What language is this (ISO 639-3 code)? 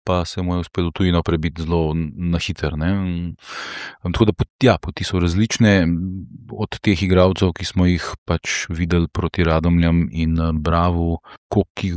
slv